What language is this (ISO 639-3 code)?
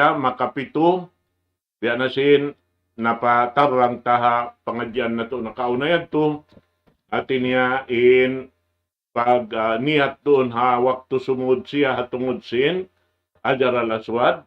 tsg